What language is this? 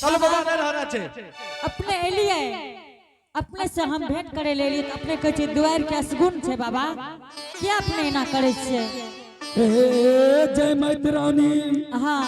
Angika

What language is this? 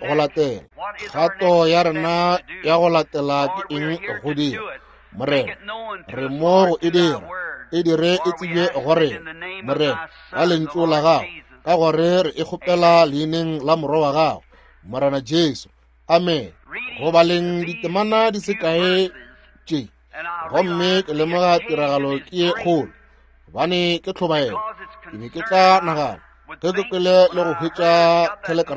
Northern Sotho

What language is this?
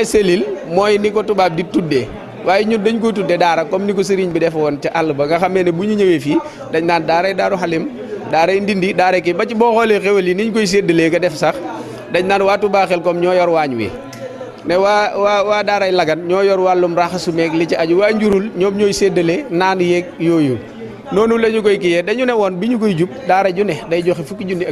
Wolof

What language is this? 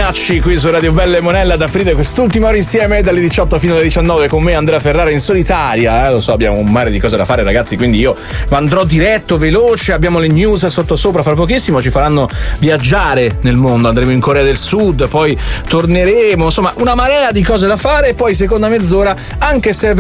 Italian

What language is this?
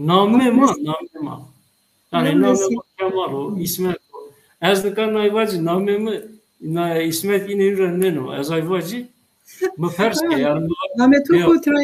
Zaza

